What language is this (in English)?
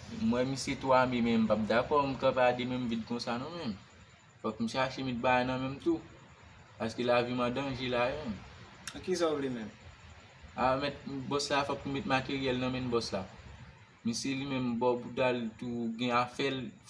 Haitian Creole